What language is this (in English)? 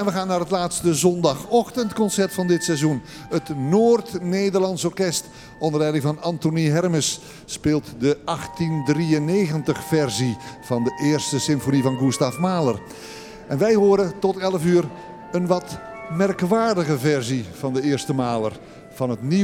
Dutch